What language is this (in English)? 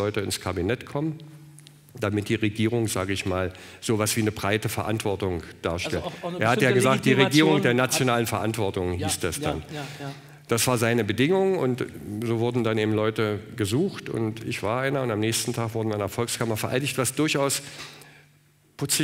German